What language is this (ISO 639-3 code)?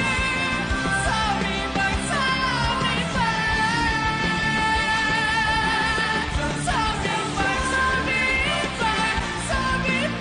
zho